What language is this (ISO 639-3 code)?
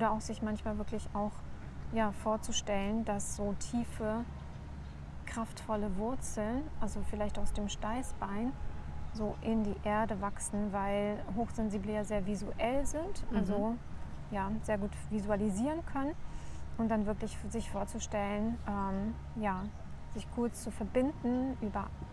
deu